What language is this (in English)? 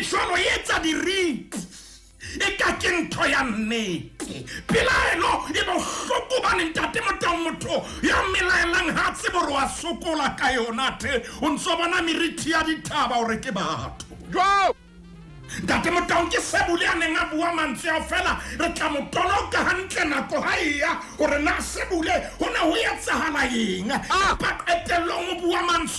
Southern Sotho